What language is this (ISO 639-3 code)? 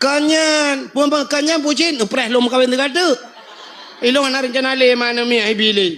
ace